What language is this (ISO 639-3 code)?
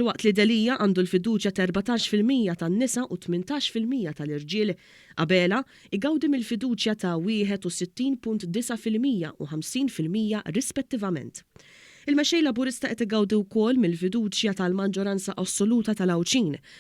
mlt